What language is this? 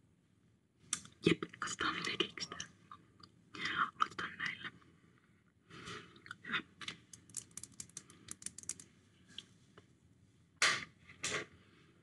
Finnish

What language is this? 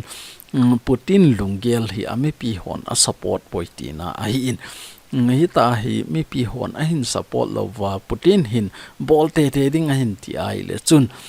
Thado Chin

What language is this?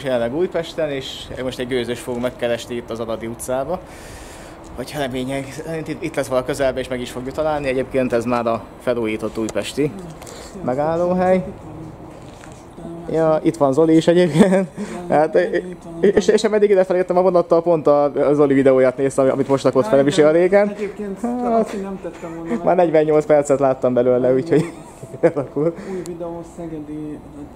Hungarian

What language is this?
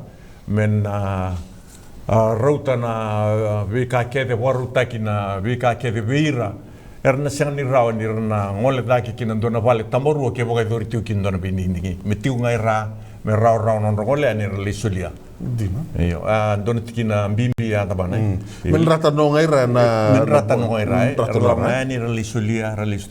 Fijian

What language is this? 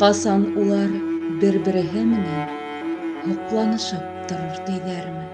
Bashkir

